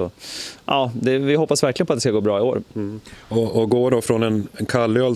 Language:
Swedish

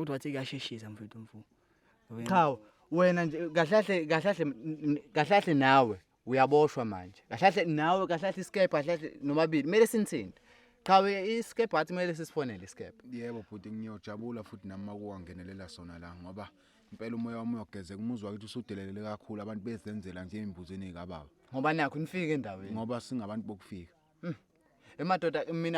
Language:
Zulu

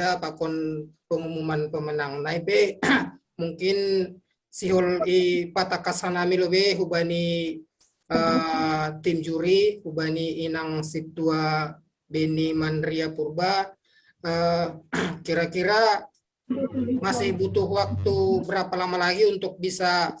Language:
Batak Simalungun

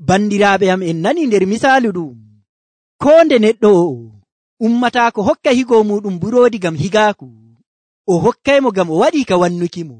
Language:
Nigerian Fulfulde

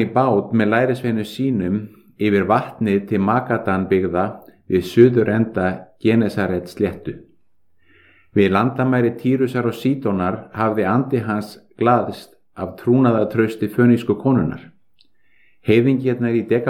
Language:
Icelandic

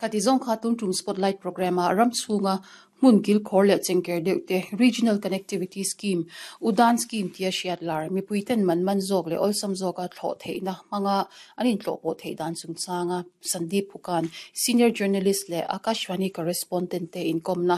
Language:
Mizo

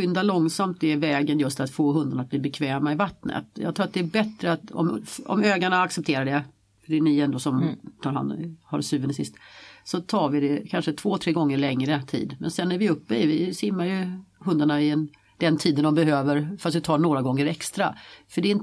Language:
Swedish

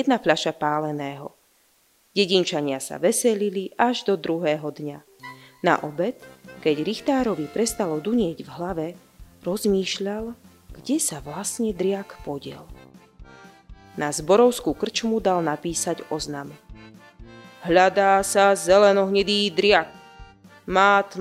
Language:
Slovak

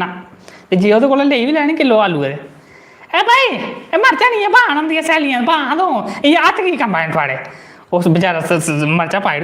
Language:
Dogri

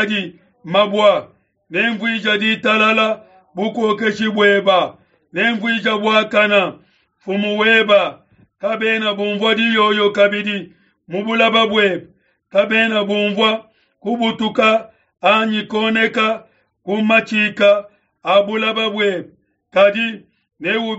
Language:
Luba-Lulua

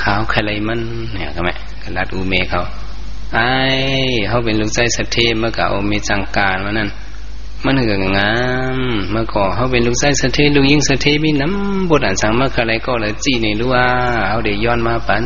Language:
Shan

